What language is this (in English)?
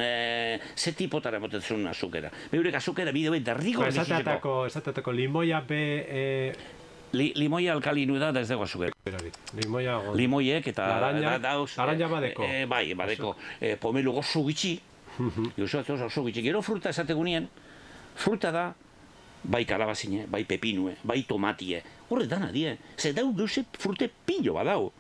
Basque